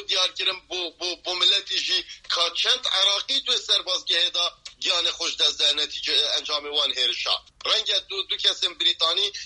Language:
Kurdish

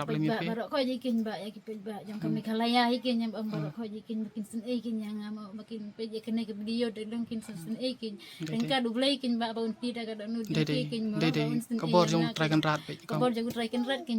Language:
Khasi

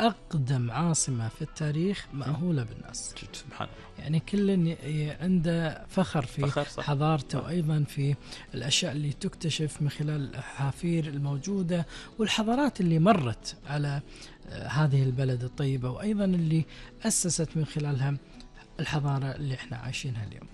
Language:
Gulf Arabic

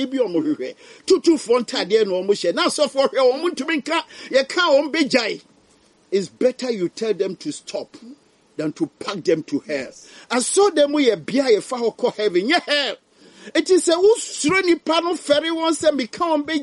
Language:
Akan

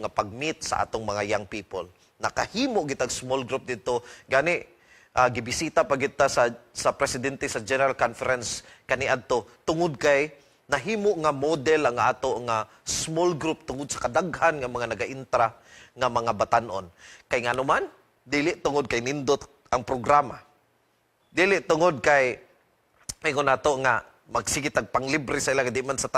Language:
Cebuano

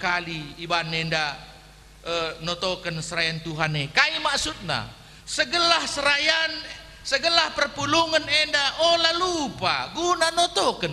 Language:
Batak Karo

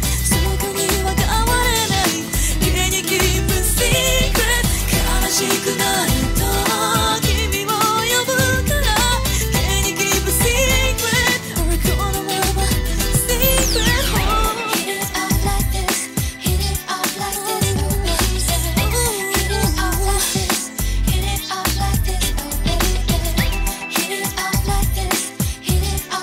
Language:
Japanese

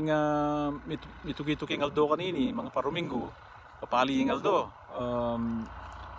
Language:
Pampanga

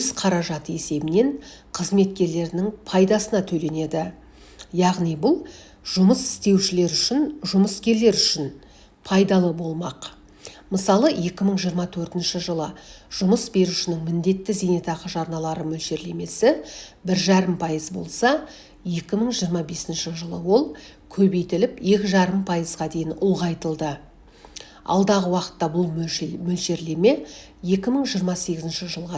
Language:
Kazakh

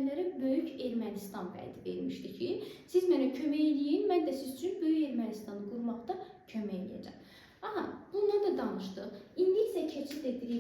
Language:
Azerbaijani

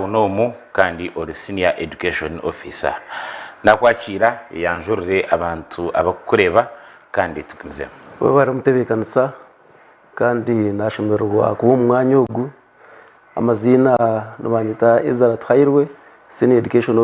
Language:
Nyankole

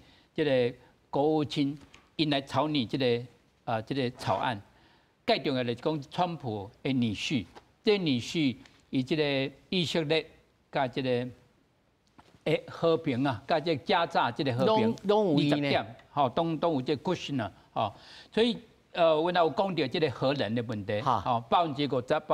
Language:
Min Nan Chinese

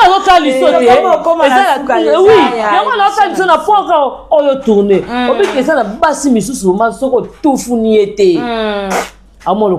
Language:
Lingala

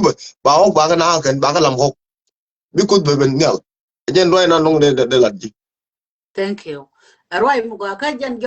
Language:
Nuer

